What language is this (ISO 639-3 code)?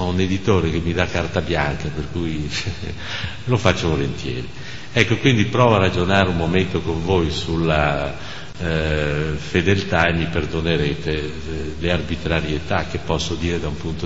ita